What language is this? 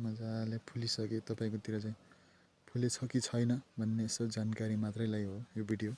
Nepali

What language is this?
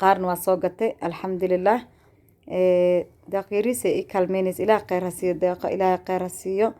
Somali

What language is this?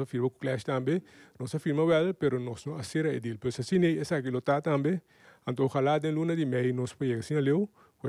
Papiamento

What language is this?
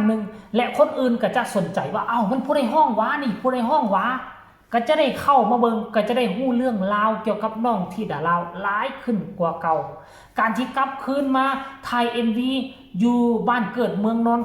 Northeastern Thai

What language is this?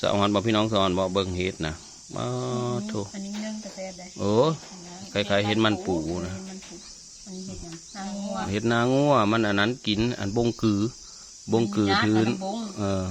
Northeastern Thai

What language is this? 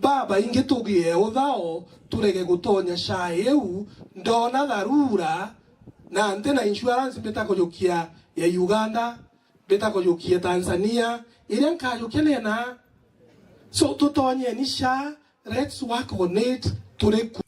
Meru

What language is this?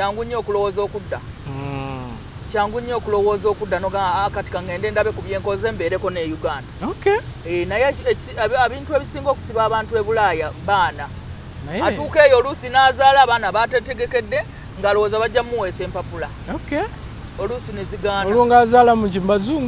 Ganda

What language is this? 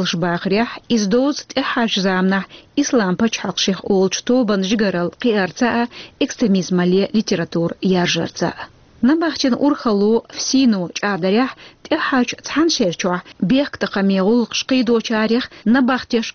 Chechen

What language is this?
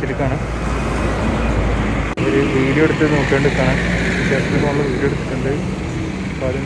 Malayalam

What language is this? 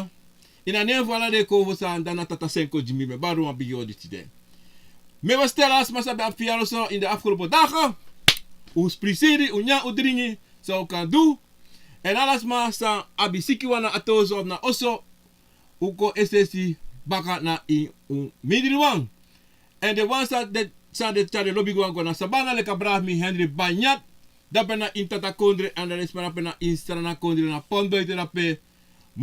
Sranan Tongo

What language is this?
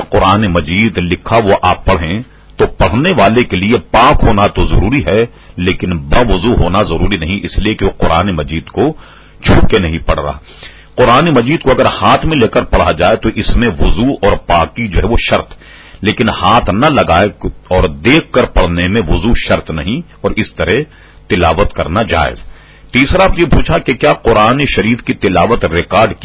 Urdu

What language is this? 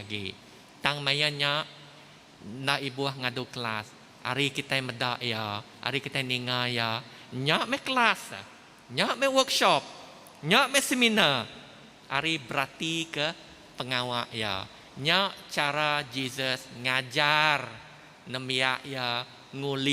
Iban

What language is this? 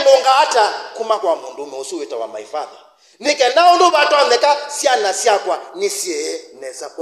Kamba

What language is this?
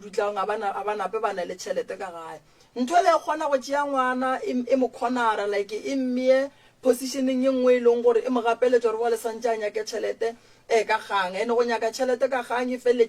Northern Sotho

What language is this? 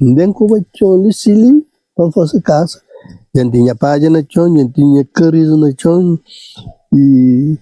Kabuverdianu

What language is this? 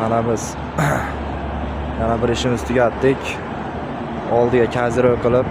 Uzbek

